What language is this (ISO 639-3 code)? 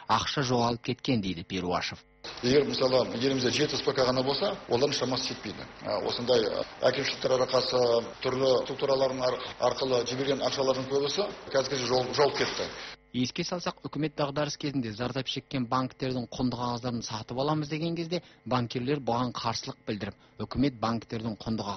kaz